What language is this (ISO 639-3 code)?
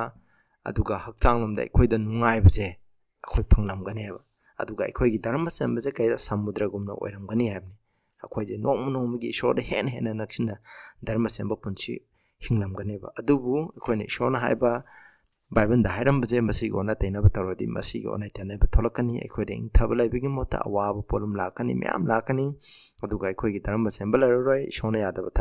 mni